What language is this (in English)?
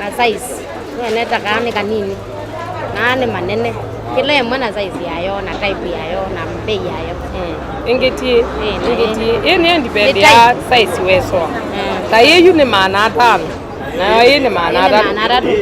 Kamba